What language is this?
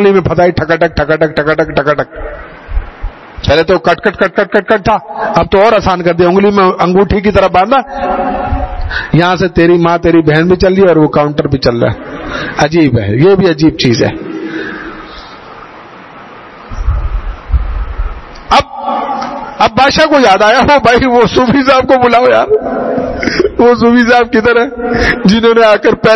Urdu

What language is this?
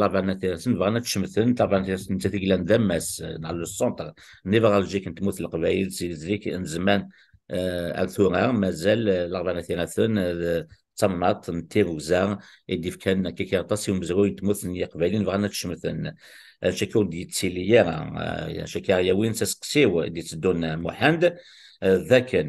Kabyle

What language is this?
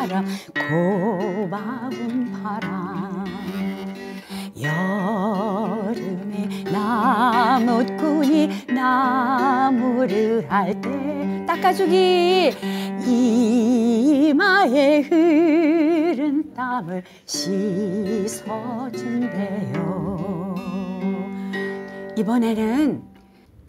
Korean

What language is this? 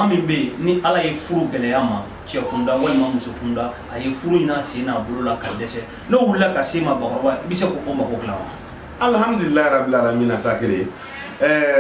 Bambara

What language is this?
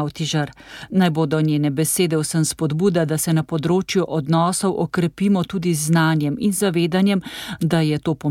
Slovenian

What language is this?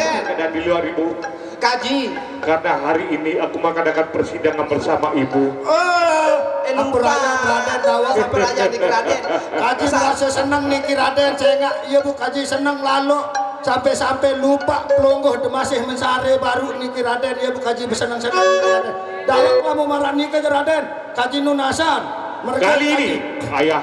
Sasak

